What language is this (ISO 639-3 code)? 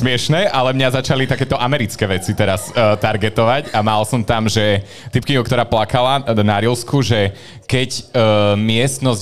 slk